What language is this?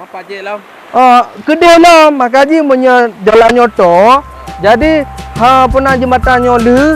Achinese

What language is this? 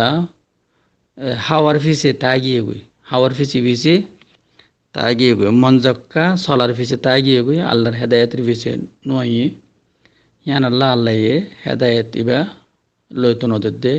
Rohingya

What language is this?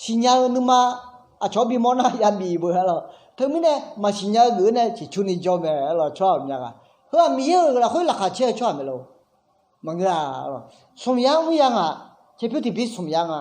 Akha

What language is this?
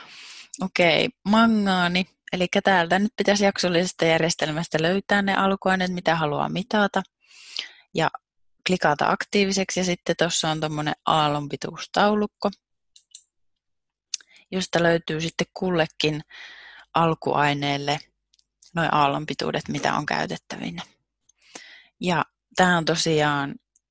Finnish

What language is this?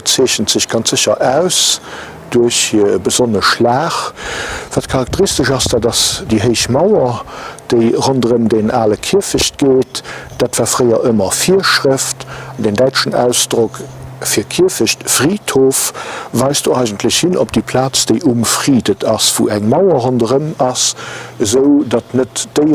Luxembourgish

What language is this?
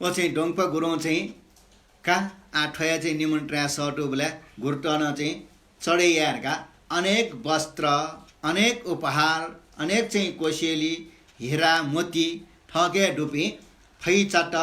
Newari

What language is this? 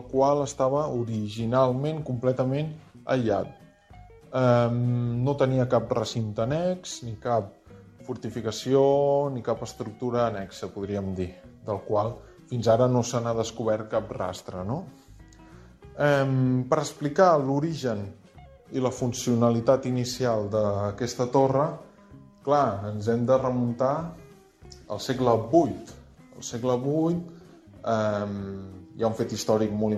Catalan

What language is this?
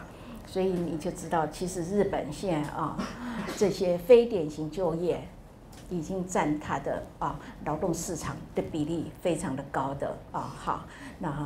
Chinese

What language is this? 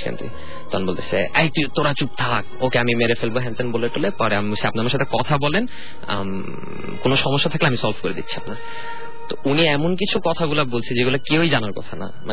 Bangla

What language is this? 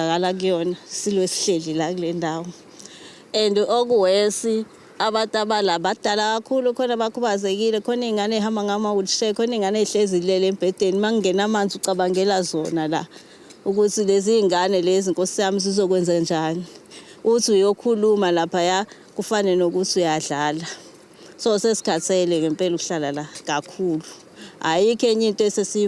Zulu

